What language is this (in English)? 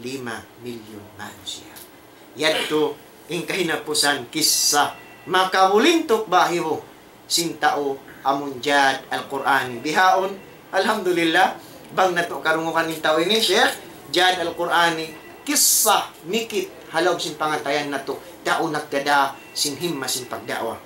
Tausug